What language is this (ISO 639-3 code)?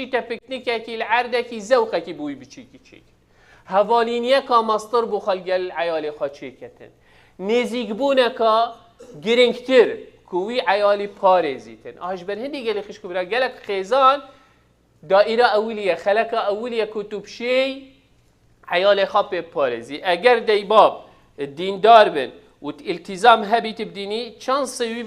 kur